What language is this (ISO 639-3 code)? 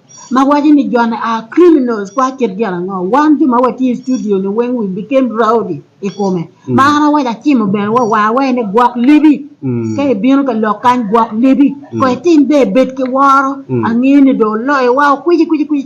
ach